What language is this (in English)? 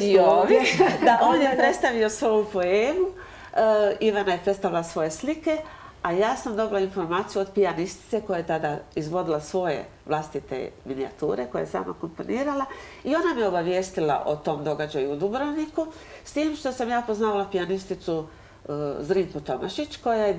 Croatian